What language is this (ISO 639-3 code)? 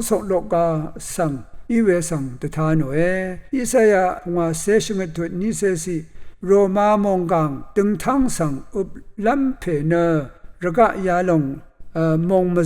raw